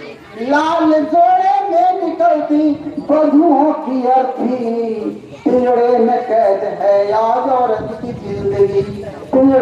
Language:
Magahi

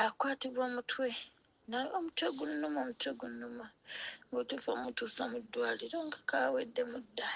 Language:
Ganda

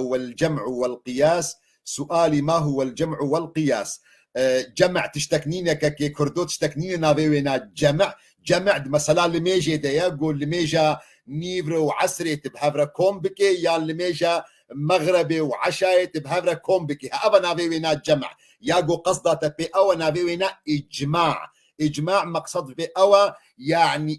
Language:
Kurdish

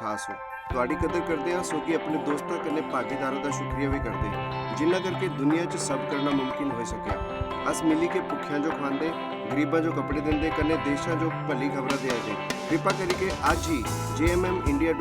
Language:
Dogri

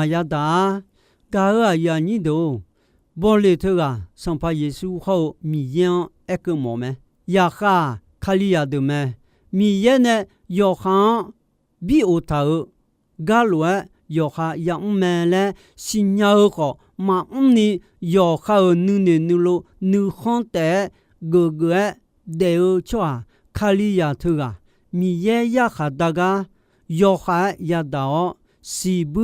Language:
Akha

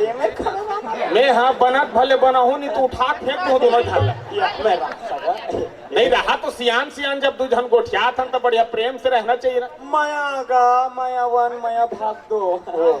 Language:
Chhattisgarhi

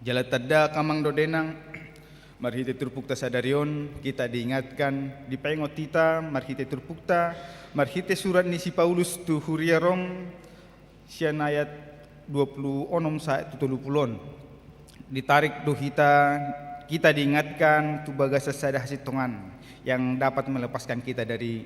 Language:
Batak Toba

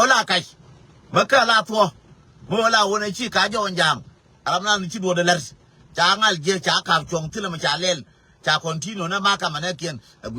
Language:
Nuer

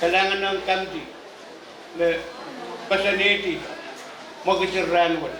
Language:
Pohnpeian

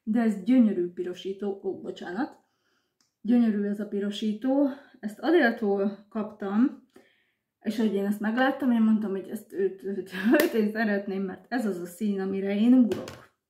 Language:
Hungarian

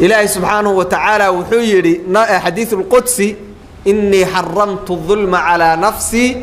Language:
Somali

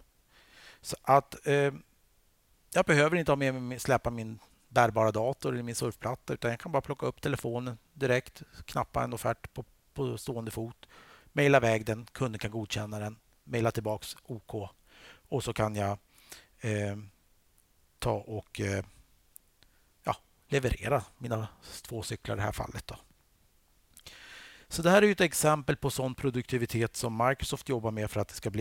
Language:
Swedish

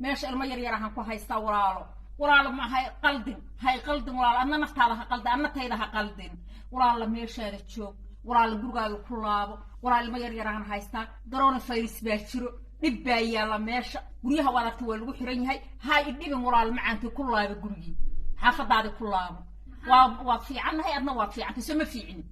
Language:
Somali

